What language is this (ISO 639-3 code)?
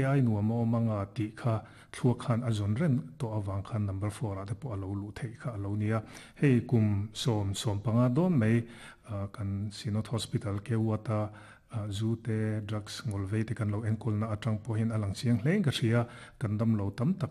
lus